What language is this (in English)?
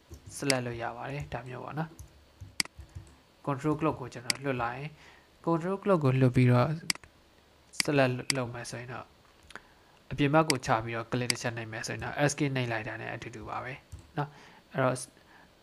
Burmese